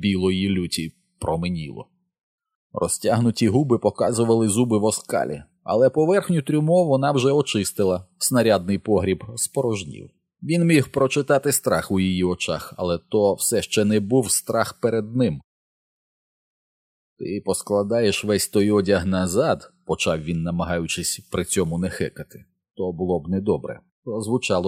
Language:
Ukrainian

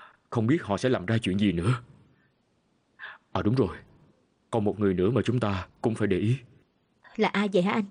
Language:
Vietnamese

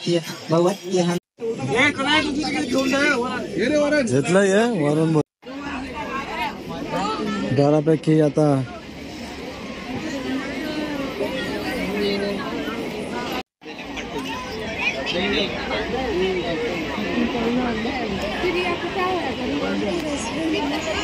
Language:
Marathi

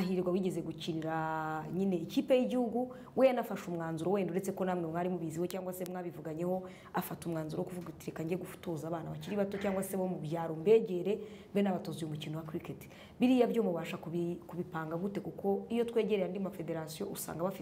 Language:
Kinyarwanda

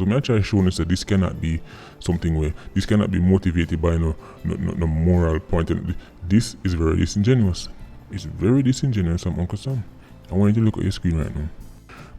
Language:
Jamaican Creole English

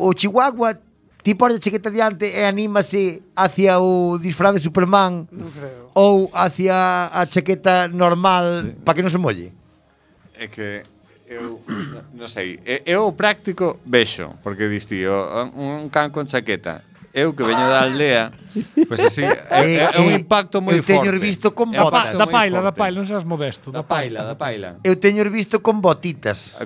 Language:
Galician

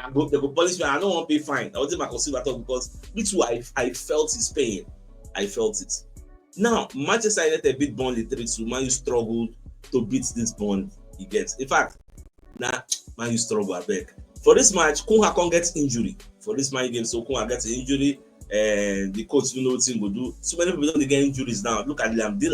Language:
Nigerian Pidgin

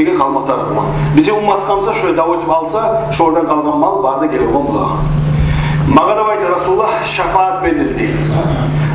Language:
Kumyk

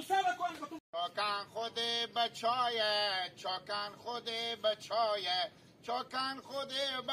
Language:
Hazaragi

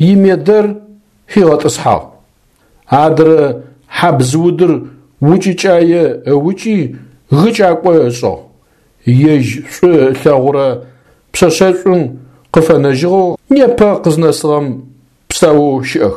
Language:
Adyghe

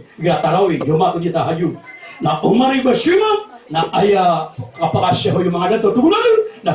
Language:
Maranao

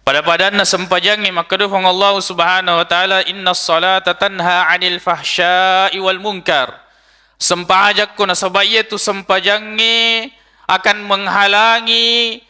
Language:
Buginese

